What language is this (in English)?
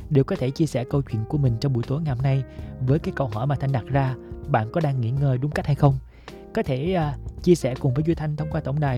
Vietnamese